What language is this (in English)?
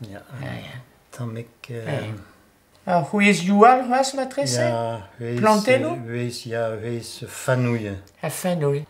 Breton